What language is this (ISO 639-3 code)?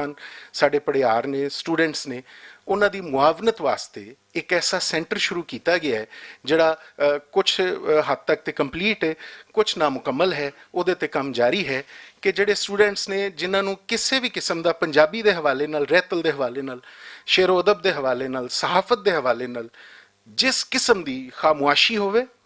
lah